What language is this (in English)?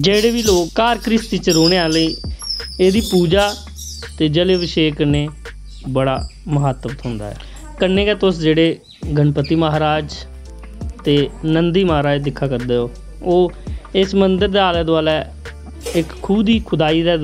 Dogri